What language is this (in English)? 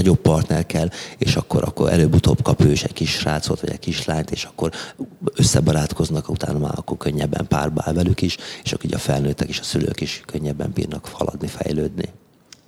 Hungarian